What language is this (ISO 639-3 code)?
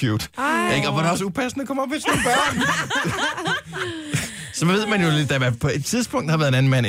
dan